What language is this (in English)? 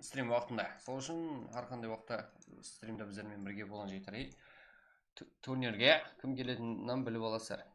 Kara-Kalpak